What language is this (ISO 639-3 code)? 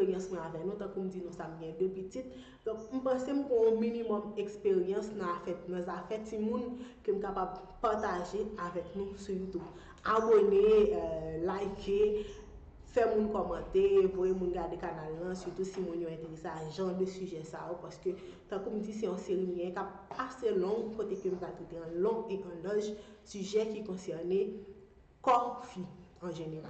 hat